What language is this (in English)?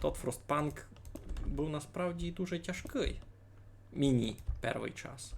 Rusyn